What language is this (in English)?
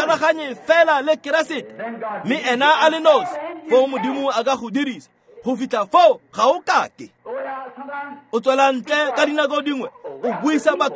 Tswana